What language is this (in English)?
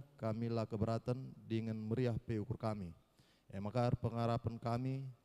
Batak Karo